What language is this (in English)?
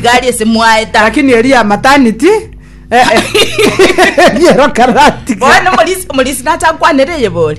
Gusii